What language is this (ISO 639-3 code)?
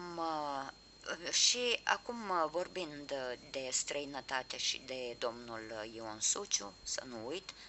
ron